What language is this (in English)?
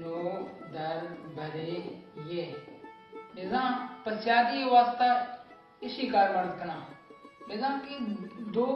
Baluchi